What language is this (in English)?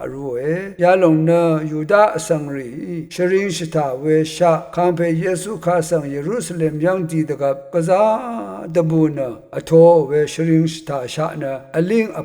Rawang